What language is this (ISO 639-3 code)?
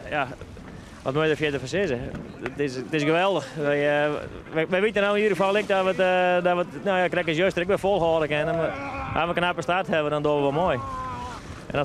fry